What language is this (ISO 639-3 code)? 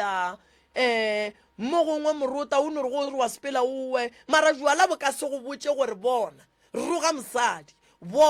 nso